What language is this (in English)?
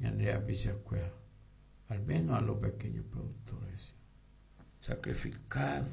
Guarani